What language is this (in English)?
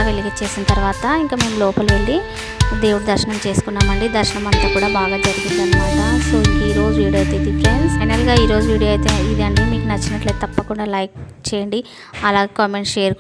Telugu